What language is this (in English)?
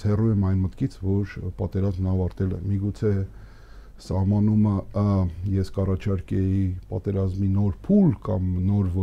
Armenian